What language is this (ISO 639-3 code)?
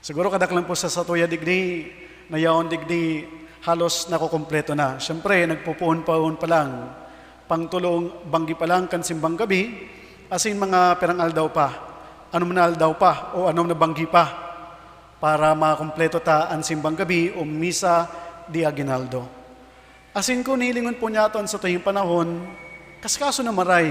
bik